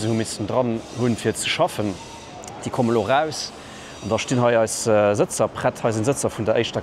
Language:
Luxembourgish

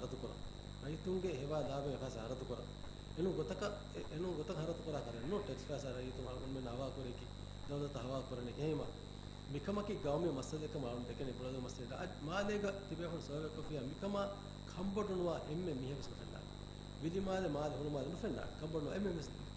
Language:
Divehi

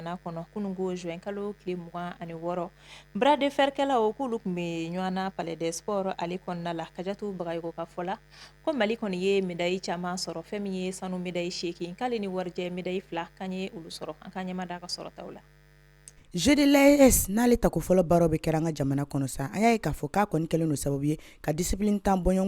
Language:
Bambara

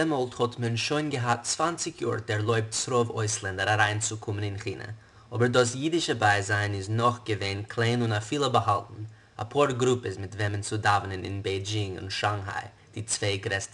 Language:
Yiddish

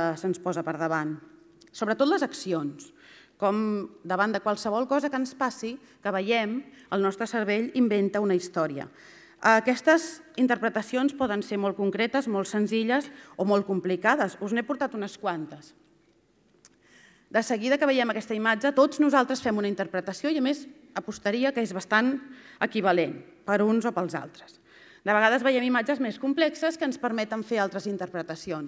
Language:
Catalan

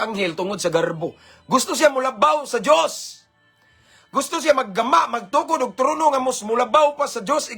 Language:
Cebuano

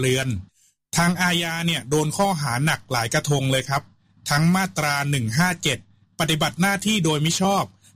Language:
Thai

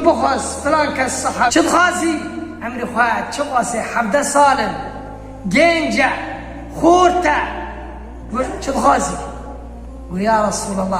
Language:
Kurdish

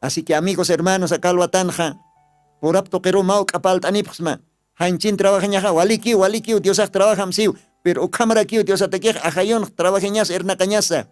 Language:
Aymara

